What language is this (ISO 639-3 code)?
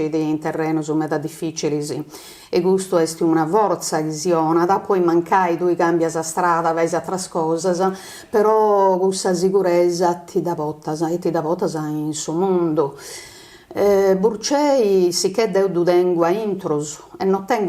srd